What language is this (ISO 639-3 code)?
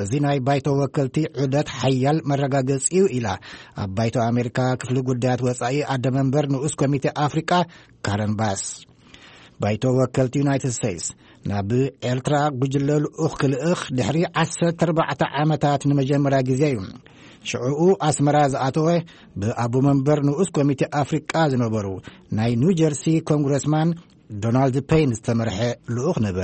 tir